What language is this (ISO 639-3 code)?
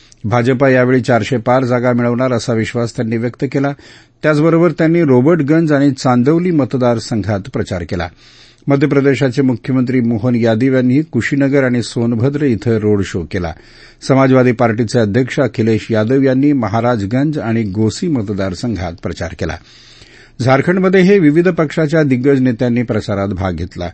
mar